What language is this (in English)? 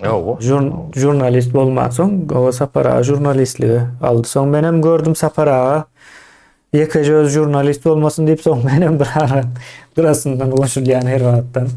Turkmen